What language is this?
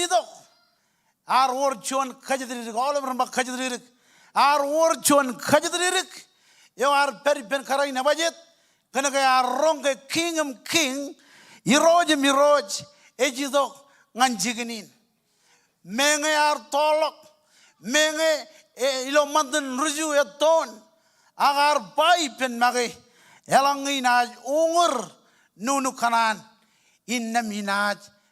Marshallese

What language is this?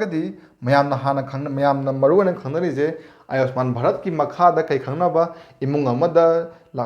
Manipuri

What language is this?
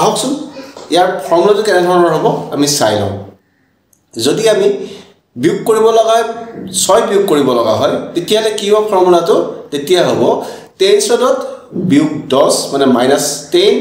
Assamese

